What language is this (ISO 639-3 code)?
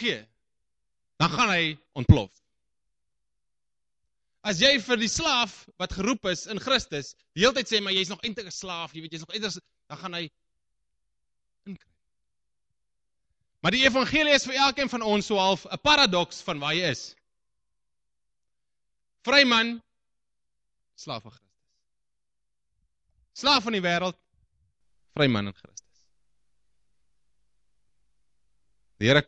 afr